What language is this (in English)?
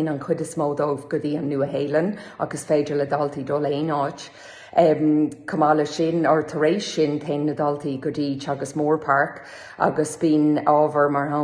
Irish